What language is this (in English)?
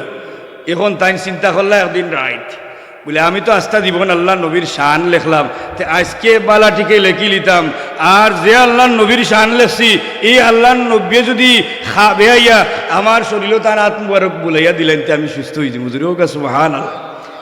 Sylheti